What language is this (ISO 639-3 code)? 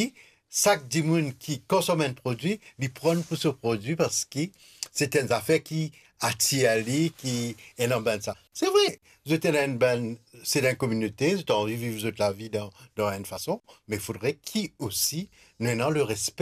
mfe